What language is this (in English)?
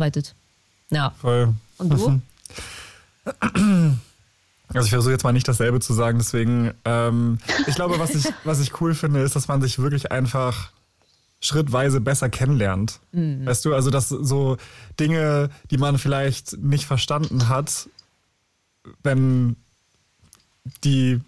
German